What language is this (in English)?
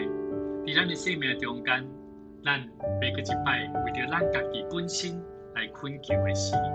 Min Nan Chinese